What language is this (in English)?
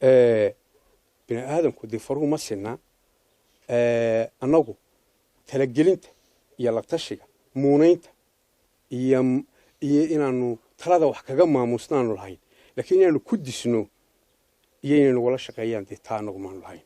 Somali